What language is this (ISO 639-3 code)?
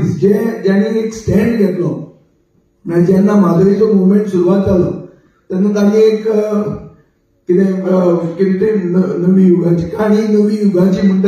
kok